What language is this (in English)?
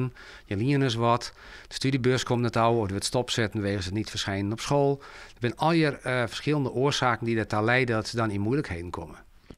Western Frisian